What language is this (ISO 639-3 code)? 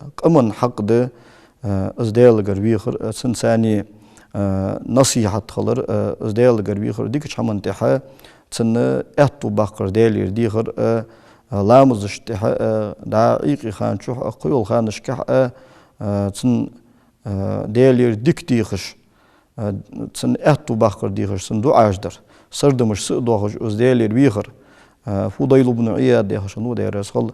inh